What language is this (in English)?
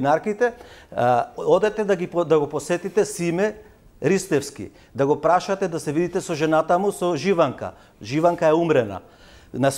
Macedonian